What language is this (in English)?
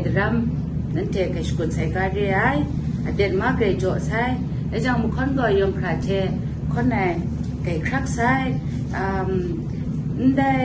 Kachin